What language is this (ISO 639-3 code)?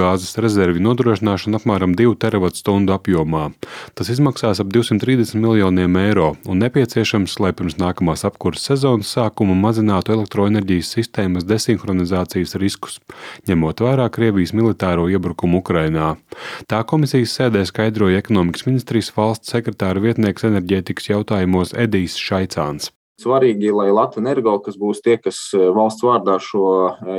lav